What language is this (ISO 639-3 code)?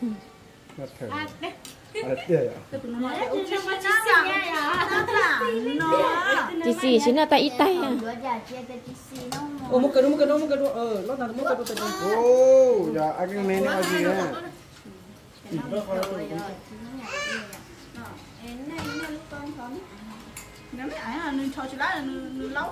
vie